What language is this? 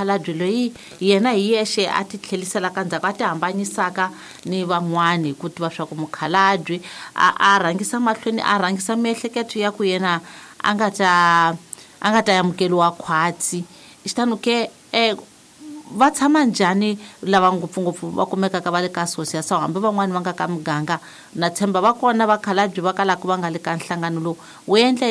Tsonga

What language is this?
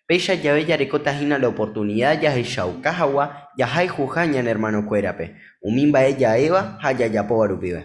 Guarani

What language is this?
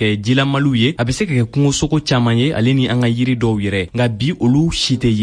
Bambara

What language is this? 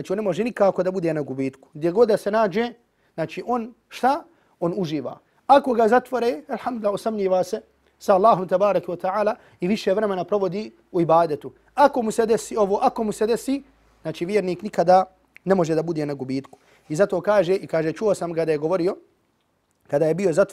Bosnian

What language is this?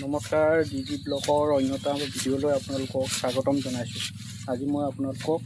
Assamese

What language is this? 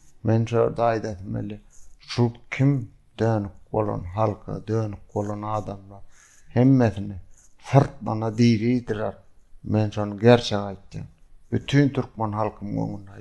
Turkmen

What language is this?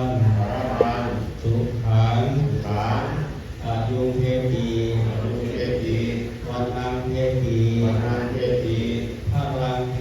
Pali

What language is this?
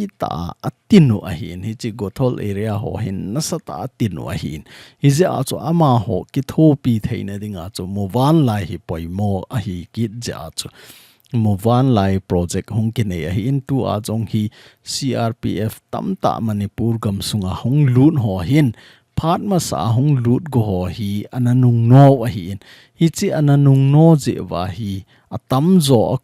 Thado Chin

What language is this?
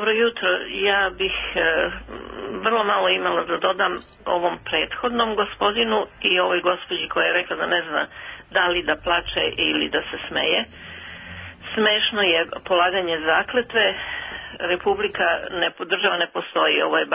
Serbian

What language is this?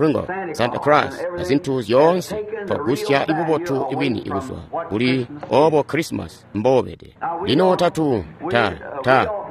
Tonga (Zambia)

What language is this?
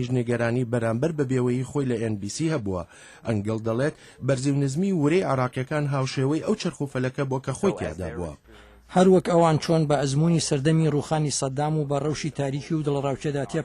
Central Kurdish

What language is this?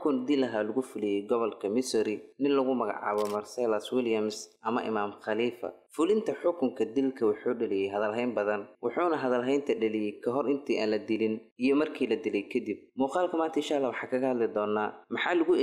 Somali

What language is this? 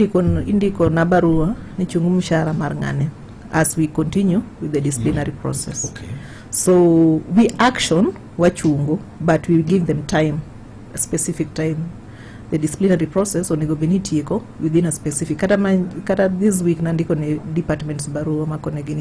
Luo (Kenya and Tanzania)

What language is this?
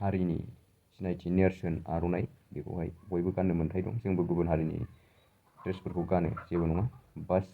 Bodo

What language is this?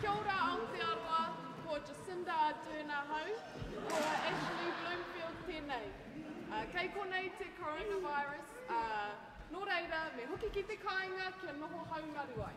Māori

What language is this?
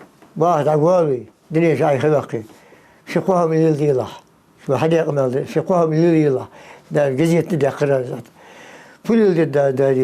Ingush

